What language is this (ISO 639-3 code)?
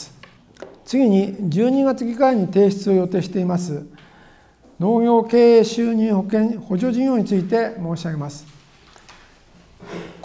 jpn